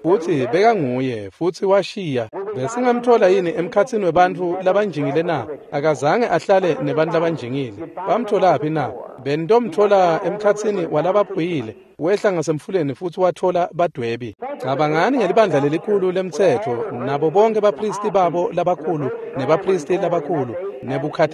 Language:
Swati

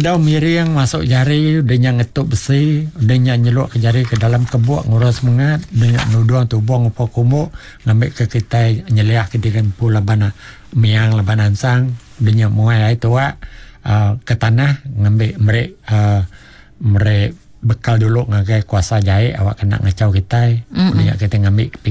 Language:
Iban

